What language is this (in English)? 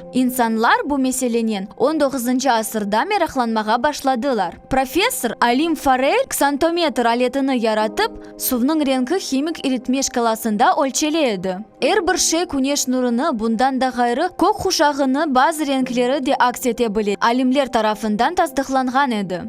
Crimean Tatar